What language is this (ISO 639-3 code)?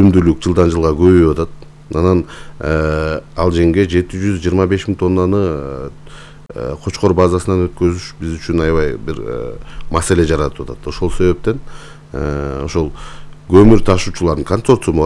kir